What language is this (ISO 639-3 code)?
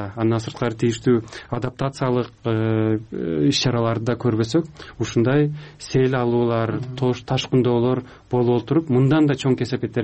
kir